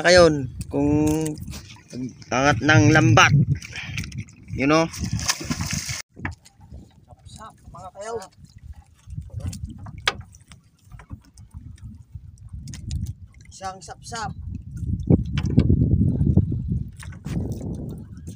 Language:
Filipino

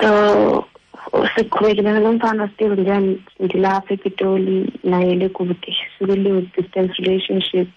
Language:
Xhosa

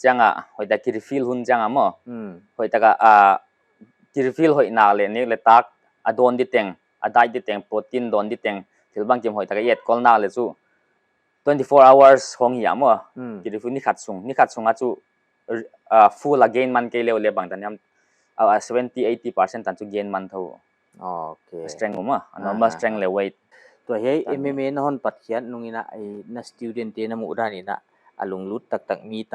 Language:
Paite Chin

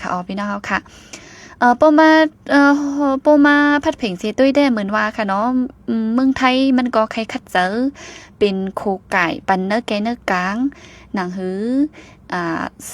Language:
Shan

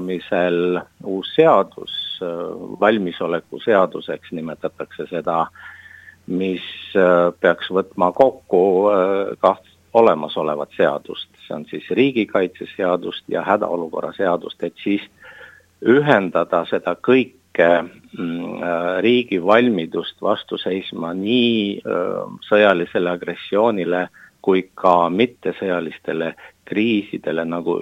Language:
Estonian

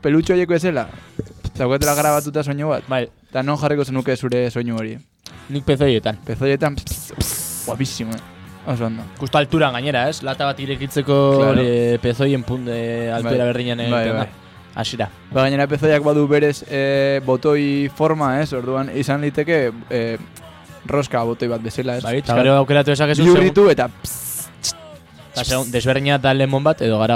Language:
Basque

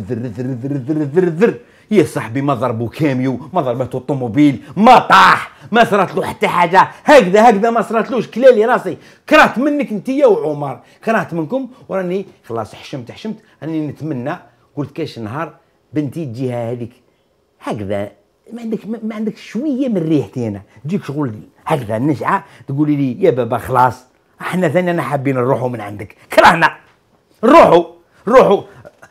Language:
Algerian Arabic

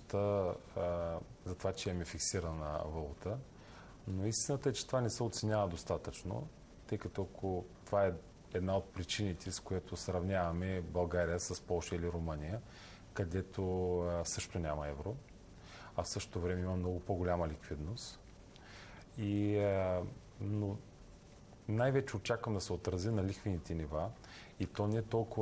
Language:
Bulgarian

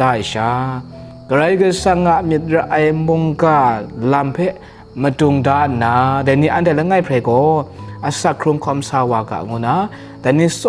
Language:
Kachin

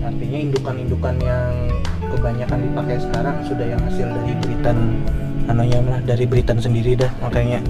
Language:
Banjar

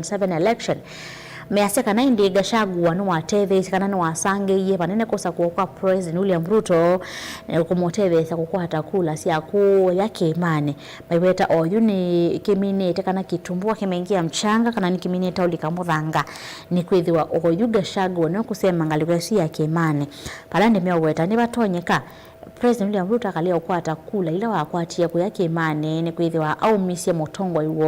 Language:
Kamba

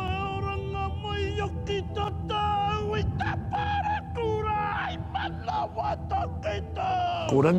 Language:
Māori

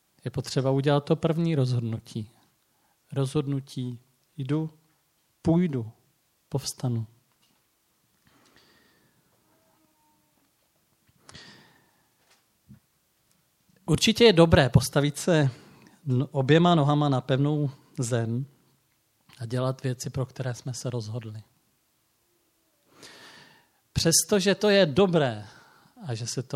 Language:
Czech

